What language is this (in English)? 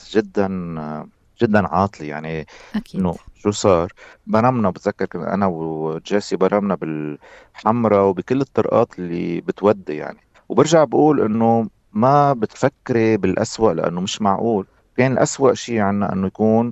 North Levantine Arabic